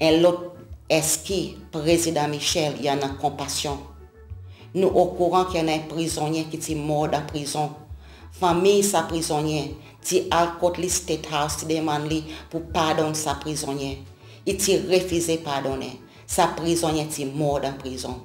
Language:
Seselwa Creole French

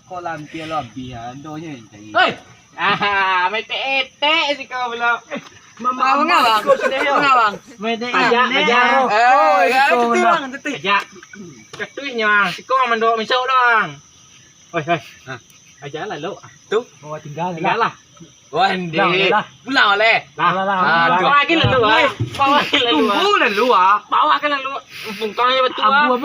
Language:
Minangkabau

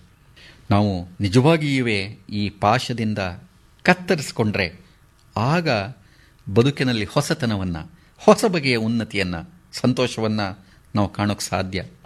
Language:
Kannada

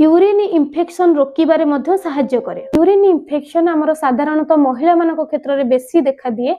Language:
Odia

